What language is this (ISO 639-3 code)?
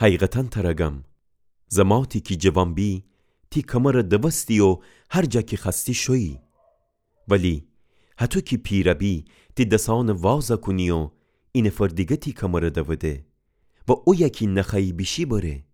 glk